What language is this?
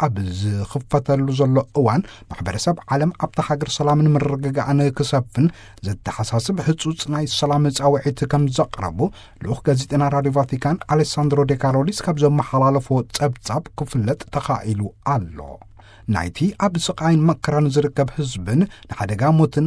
Tigrinya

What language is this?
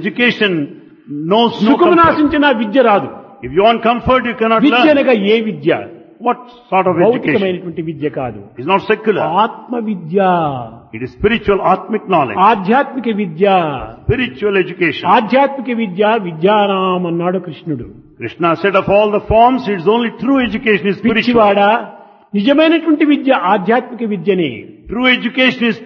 Telugu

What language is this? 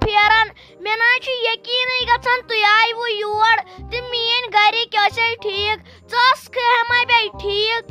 Kashmiri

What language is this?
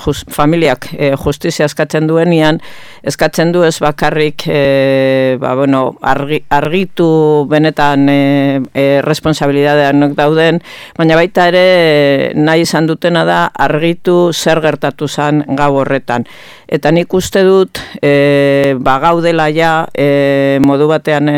Basque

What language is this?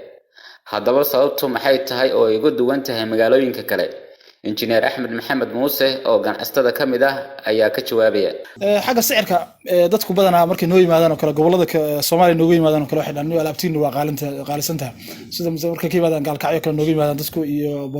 Somali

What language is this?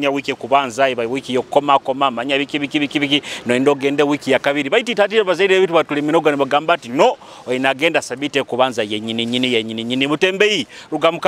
Nyoro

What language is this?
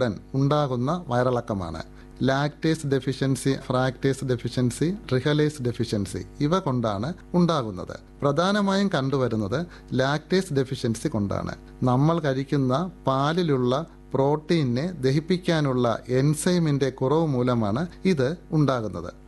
Malayalam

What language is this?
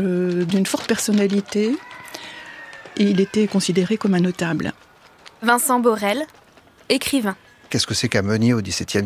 French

